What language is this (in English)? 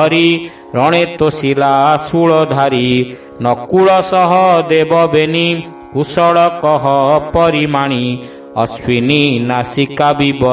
Odia